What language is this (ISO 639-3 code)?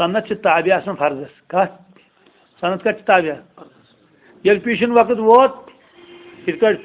kas